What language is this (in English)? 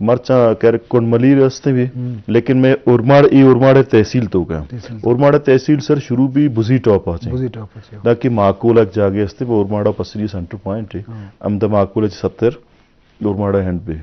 Eastern Balochi